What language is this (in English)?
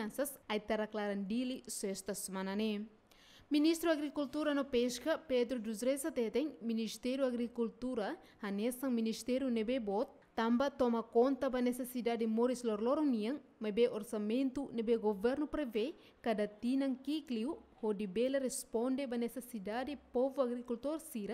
Tetum